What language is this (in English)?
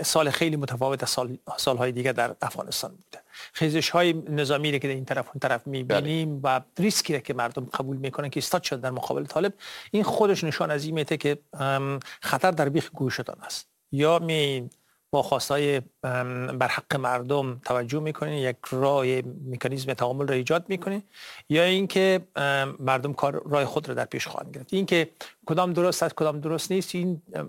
Persian